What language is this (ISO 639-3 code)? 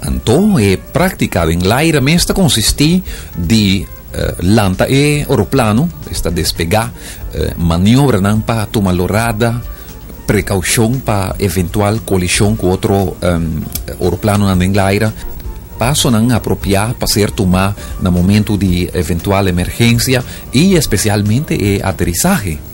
pap